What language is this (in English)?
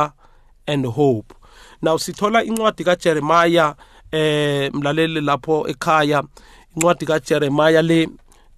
South Ndebele